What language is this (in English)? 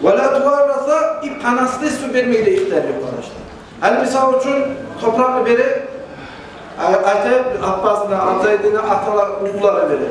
Kumyk